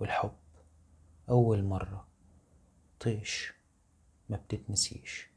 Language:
Egyptian Arabic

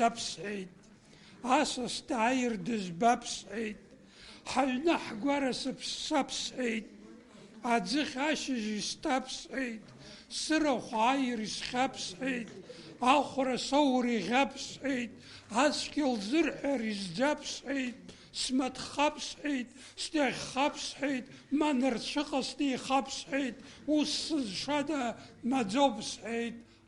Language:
Abkhazian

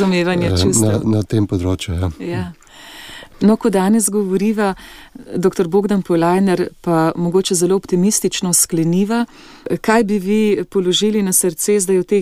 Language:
Slovenian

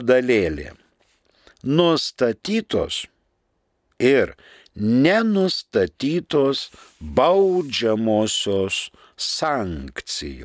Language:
Lithuanian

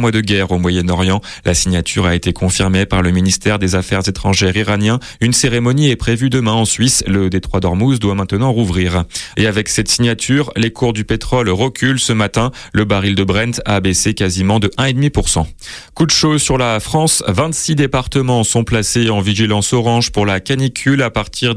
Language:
French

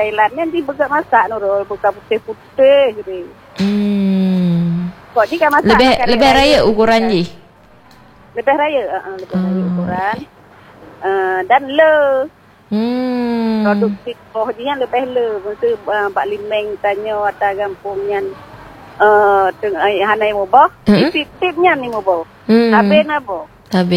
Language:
Malay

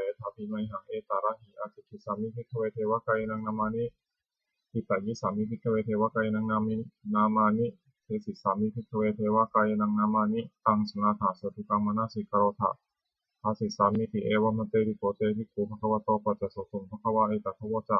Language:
Pali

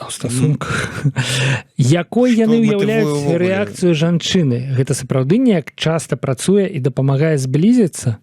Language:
Belarusian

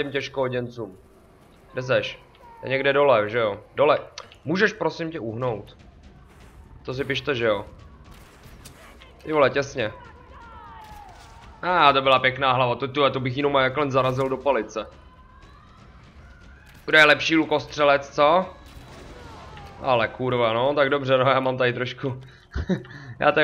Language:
Czech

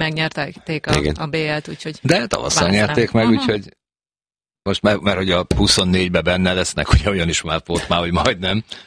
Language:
Hungarian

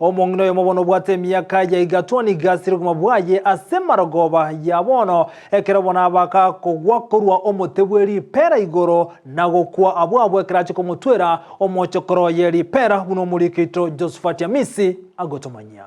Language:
Gusii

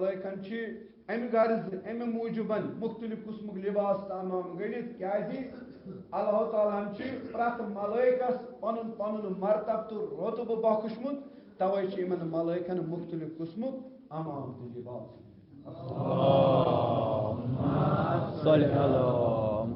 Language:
Kashmiri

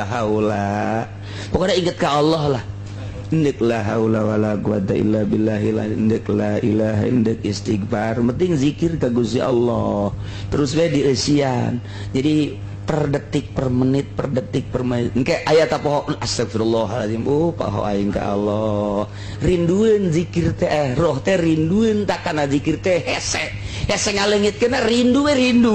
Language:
Sundanese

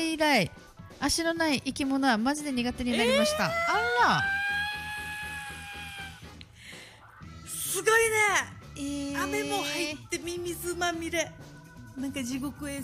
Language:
Japanese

